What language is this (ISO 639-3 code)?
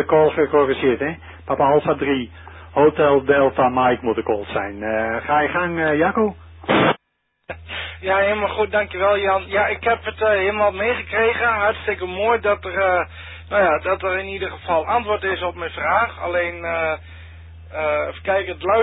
nld